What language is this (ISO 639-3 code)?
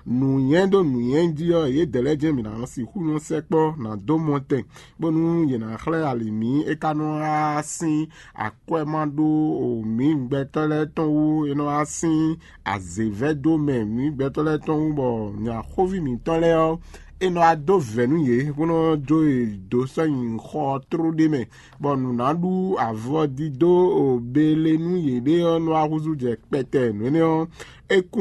fon